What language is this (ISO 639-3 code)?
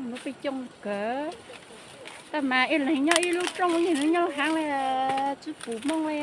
hmn